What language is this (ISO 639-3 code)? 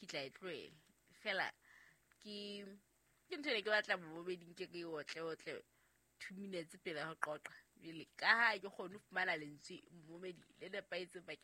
sot